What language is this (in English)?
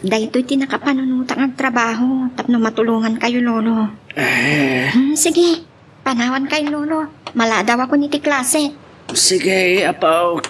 Iloko